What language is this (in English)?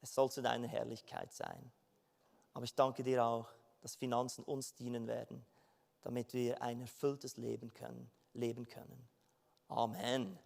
Swiss German